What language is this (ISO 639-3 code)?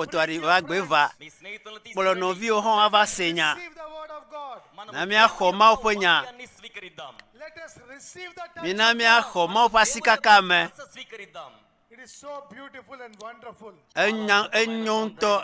ewe